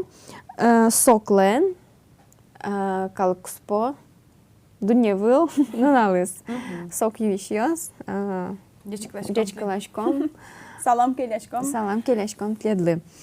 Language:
Udmurt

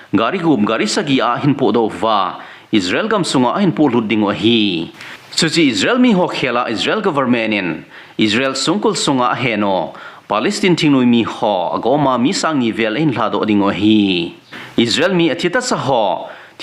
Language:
Thado Chin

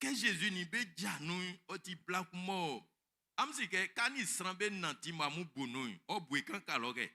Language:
Baoulé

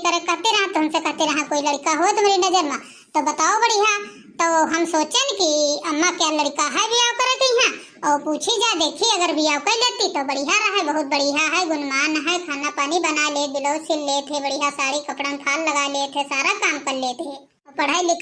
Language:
Awadhi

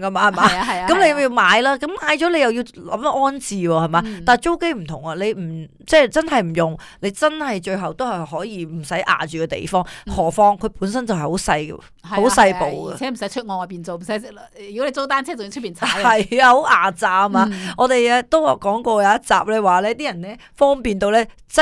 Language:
Cantonese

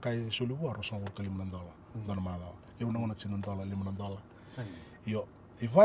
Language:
Fijian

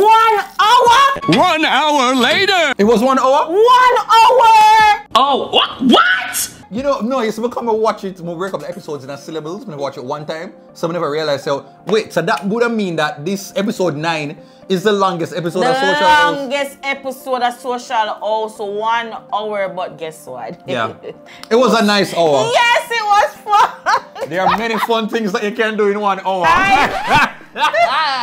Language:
Jamaican Creole English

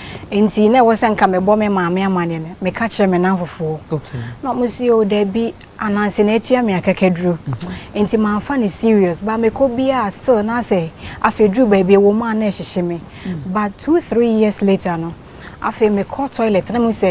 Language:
Akan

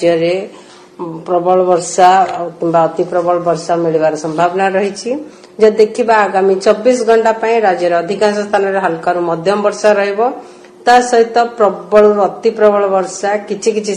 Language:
Odia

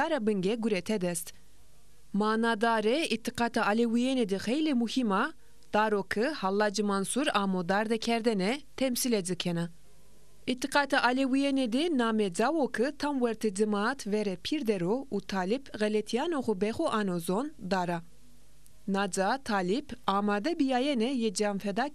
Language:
Zaza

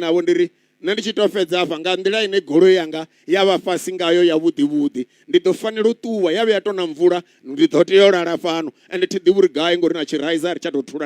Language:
Venda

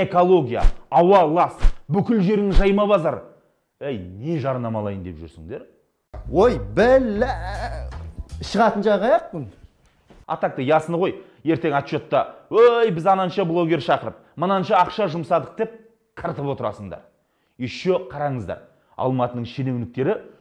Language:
Kazakh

